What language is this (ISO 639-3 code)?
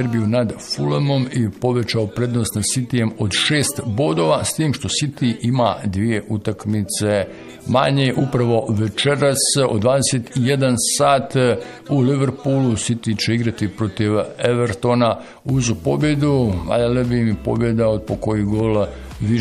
bos